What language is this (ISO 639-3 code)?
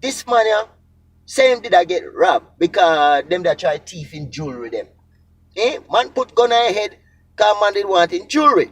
jam